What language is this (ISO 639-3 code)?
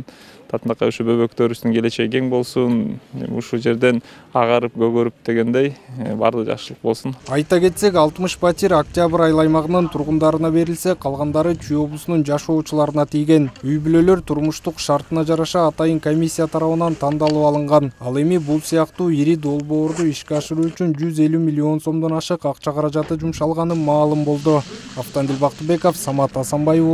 kir